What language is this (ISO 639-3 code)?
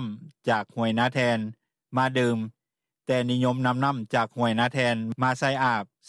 lao